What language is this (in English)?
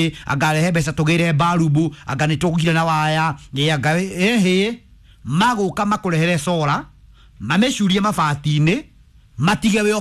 Kikuyu